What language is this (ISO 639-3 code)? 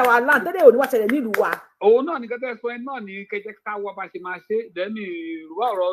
yor